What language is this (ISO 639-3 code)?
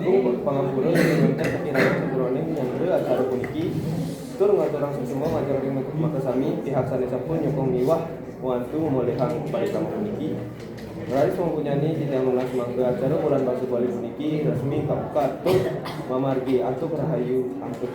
ban